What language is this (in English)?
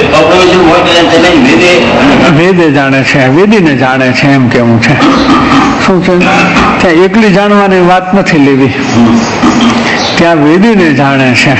Gujarati